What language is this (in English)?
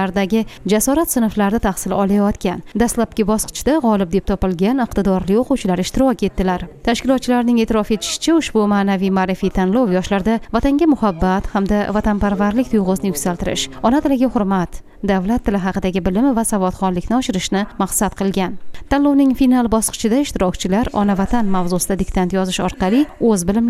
Uzbek